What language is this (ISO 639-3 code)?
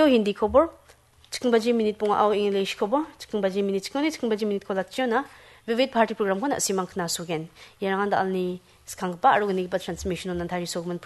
grt